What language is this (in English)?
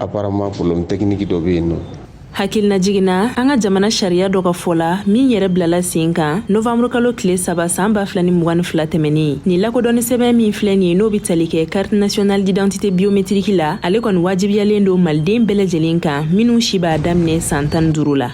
Bambara